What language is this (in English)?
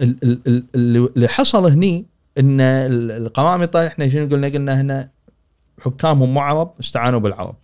Gulf Arabic